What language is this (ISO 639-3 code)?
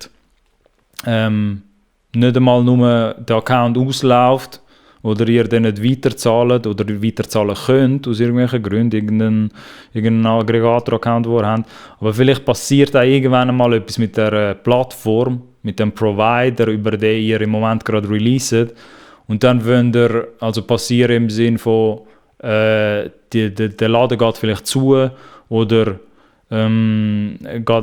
gsw